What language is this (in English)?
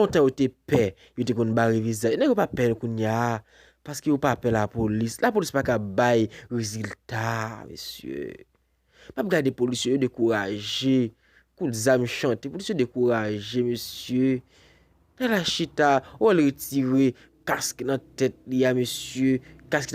Haitian Creole